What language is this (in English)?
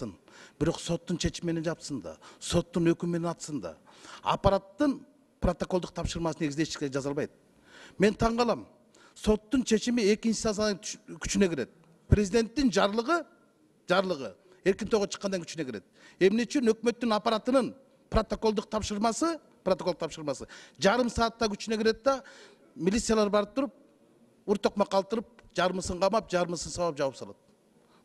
Kyrgyz